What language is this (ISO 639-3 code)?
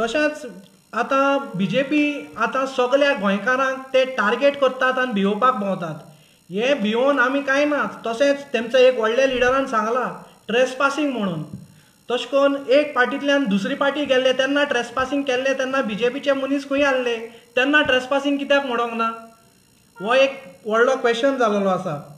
kok